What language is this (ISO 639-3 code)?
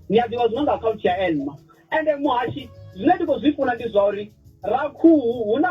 ven